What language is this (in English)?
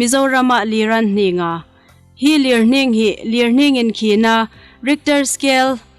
Hmar